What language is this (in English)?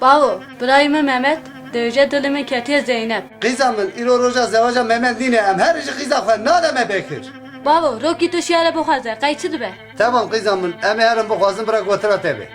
Kurdish